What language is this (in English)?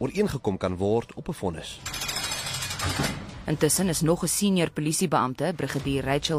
Afrikaans